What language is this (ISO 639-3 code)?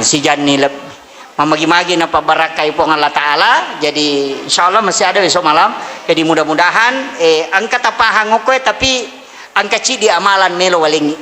bug